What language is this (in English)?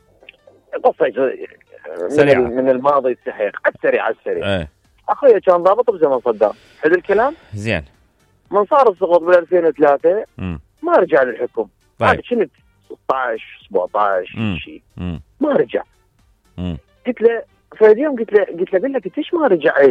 Mesopotamian Arabic